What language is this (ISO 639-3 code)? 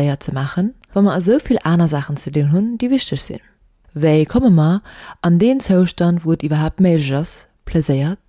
ltz